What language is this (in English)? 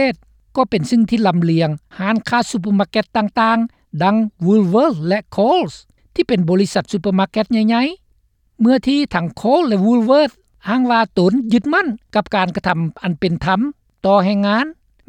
Lao